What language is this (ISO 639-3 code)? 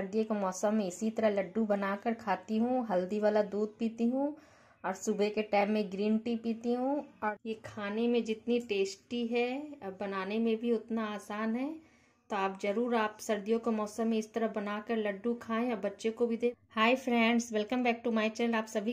hin